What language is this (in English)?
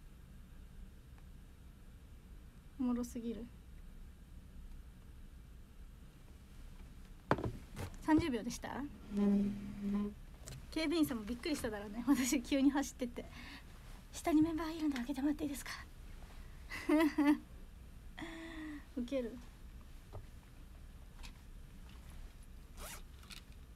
Japanese